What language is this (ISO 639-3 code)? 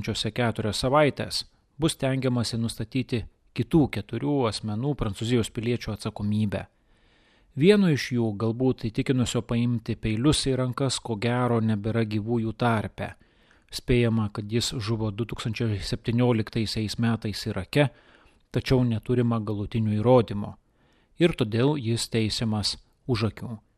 lit